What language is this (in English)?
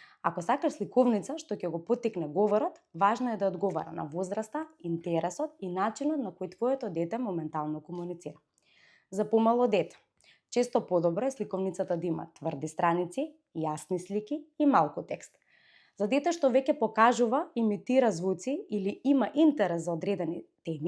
Macedonian